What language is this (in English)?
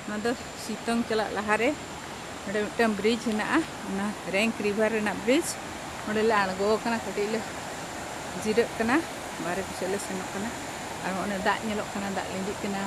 Santali